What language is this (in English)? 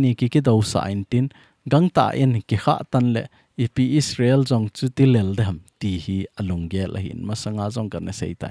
Thado Chin